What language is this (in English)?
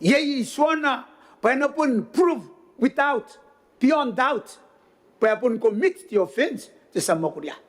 Gilbertese